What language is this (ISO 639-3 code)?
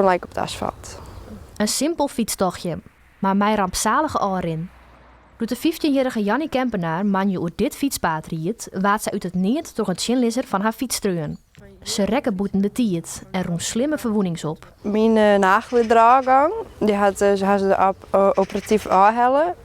fry